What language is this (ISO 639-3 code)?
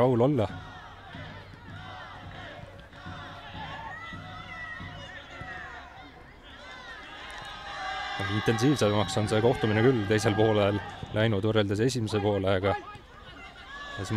est